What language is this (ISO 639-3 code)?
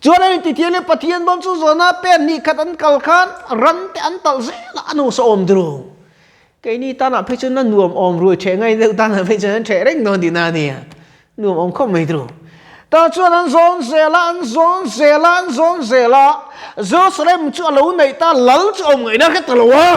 lus